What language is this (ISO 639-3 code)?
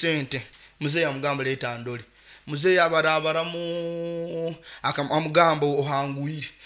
nyo